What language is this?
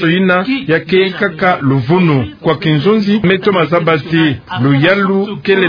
Kituba (Democratic Republic of Congo)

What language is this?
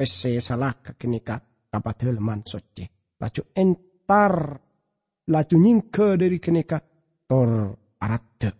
Madurese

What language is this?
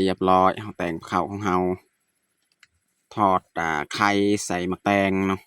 Lao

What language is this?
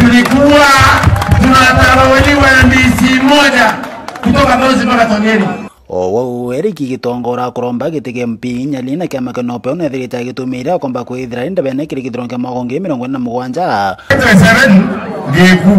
Meru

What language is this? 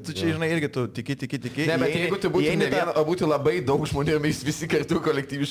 Lithuanian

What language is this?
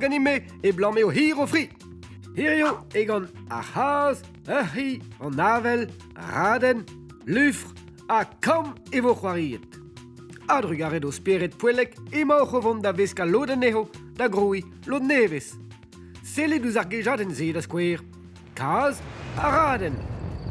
Breton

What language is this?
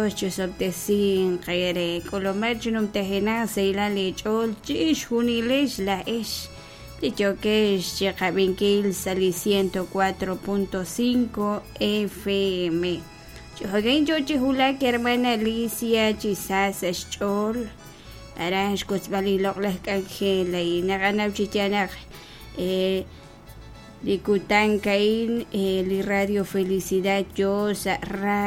Kekchí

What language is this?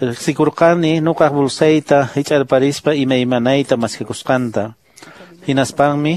Quechua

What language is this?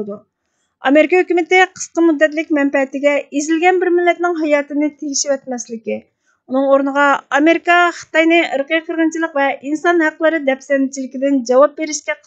Uyghur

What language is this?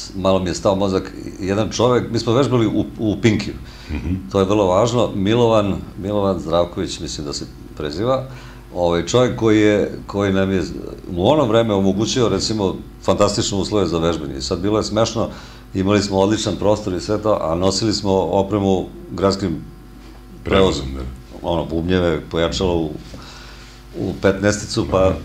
Serbian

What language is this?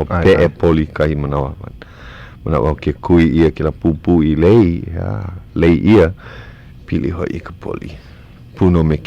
Hawaiian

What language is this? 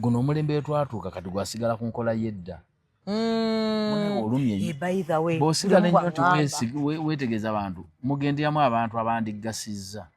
Ganda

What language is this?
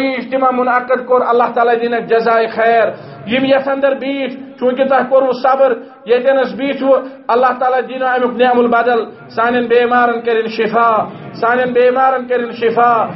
Kashmiri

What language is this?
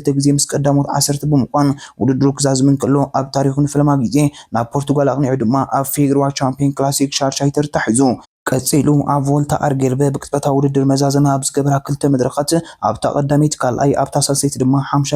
Tigrinya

